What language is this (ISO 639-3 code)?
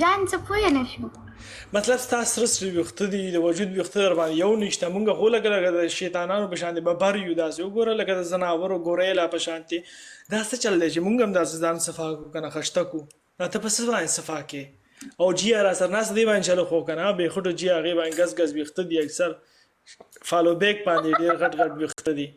pus